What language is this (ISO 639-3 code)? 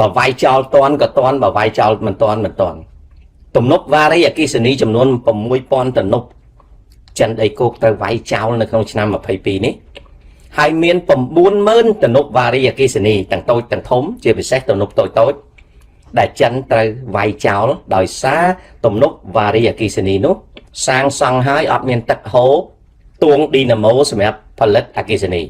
khm